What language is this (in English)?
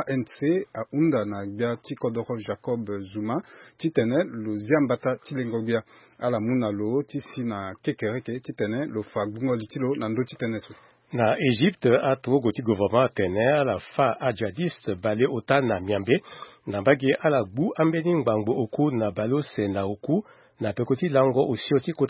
Sango